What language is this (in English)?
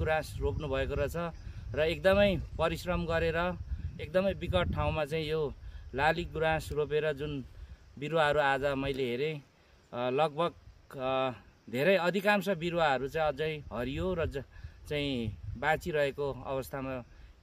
Nepali